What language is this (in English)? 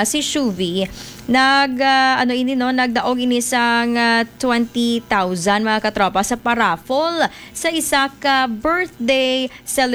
Hiligaynon